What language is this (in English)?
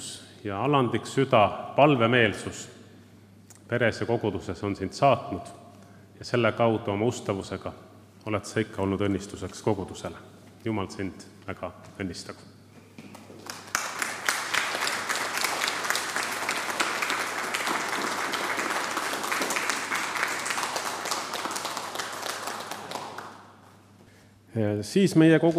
Estonian